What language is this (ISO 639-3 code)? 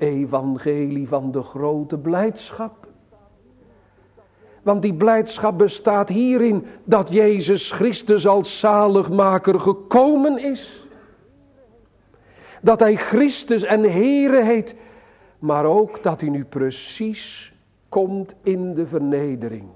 nld